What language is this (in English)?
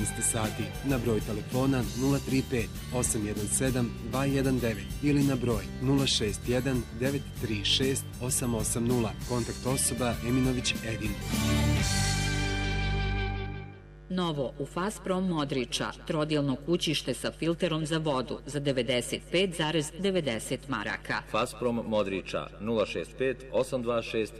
Bosnian